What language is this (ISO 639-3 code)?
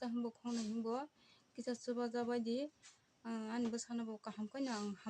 trp